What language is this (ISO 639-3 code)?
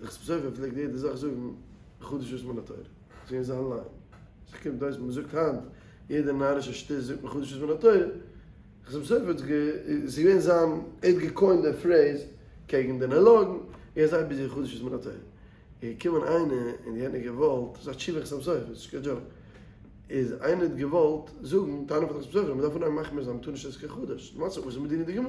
yid